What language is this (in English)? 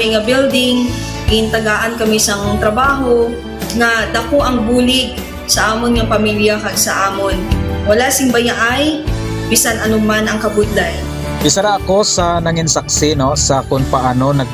Hiligaynon